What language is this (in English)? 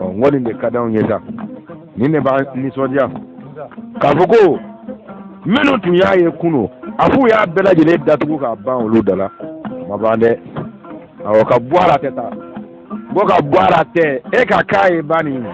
Bambara